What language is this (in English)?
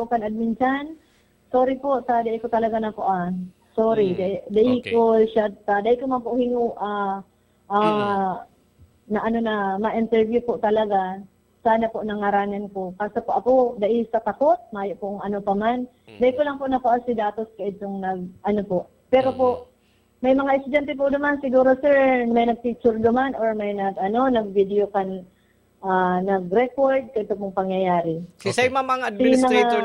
Bikol